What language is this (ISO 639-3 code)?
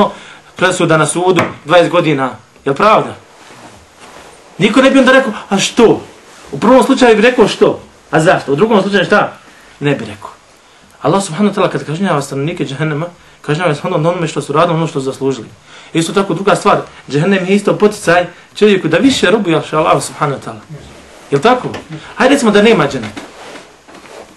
bos